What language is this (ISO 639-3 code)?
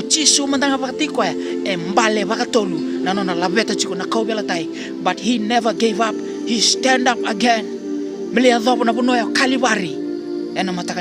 fij